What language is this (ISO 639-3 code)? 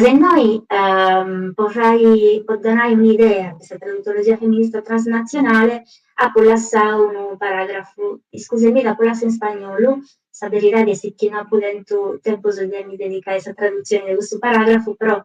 srd